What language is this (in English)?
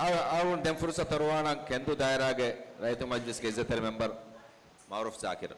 Divehi